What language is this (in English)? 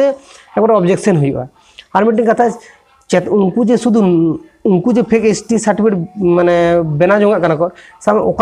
Santali